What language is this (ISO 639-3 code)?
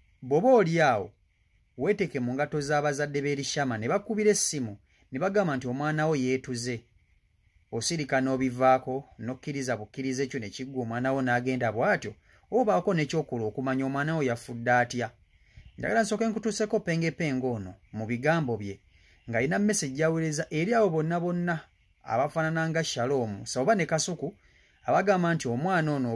lug